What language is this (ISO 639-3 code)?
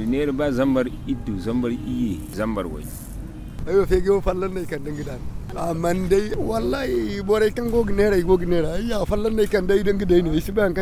dje